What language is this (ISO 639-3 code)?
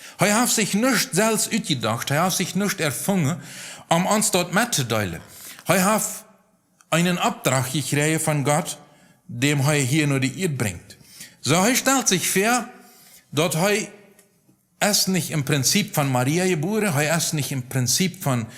pdt